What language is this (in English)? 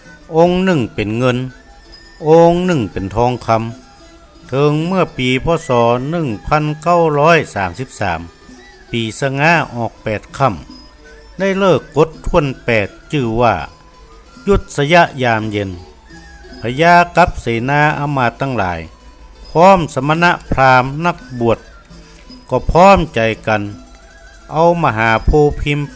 Northern Thai